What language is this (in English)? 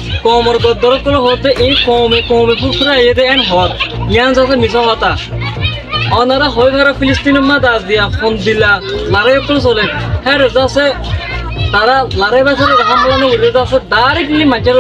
Rohingya